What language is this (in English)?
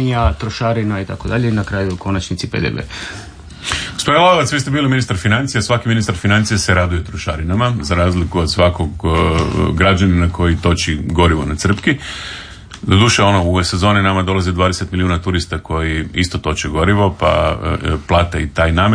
Croatian